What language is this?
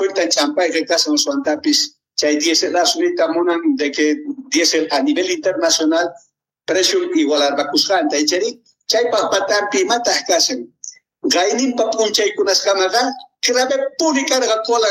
South Bolivian Quechua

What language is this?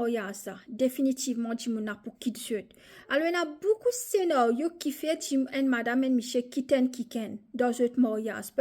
Morisyen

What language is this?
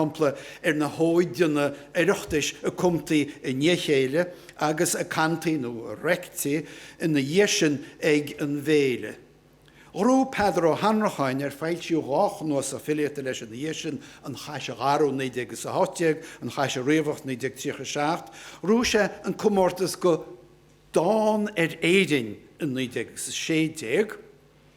Irish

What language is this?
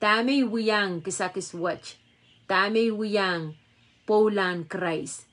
Pohnpeian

